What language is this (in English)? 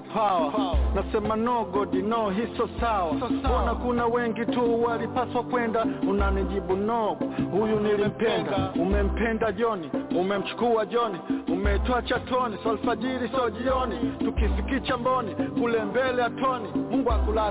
Kinyarwanda